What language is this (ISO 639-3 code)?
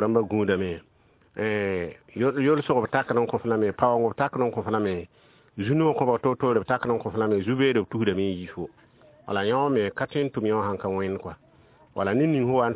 mos